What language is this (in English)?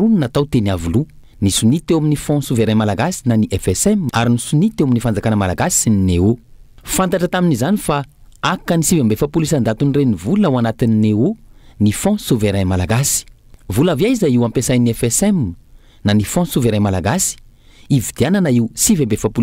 Malagasy